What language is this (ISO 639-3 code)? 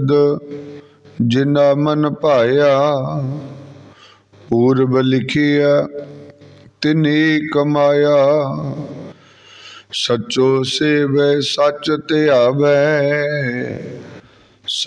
pan